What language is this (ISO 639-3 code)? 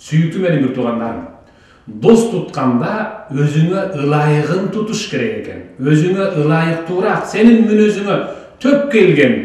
kir